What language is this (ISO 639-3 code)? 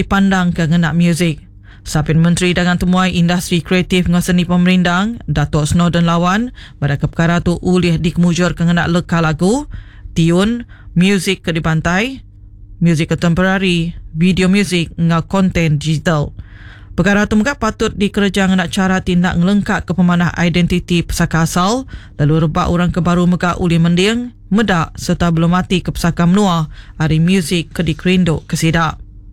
iba